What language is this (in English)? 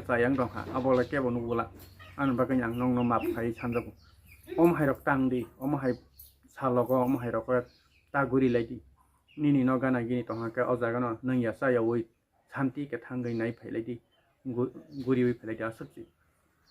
Kok Borok